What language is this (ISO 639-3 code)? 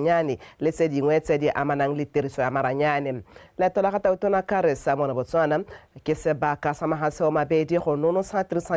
tsn